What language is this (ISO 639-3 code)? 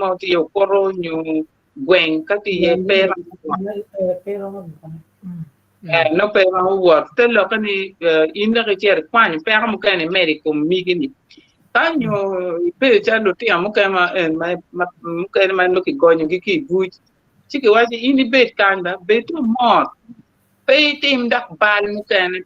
ach